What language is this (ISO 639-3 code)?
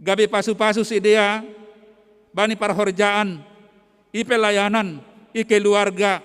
bts